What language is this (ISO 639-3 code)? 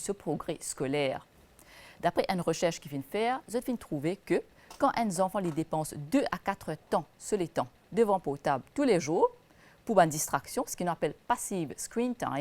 mfe